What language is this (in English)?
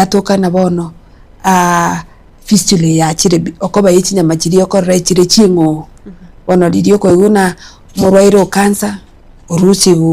Gusii